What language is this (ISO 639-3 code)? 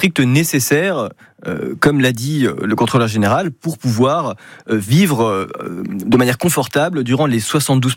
fra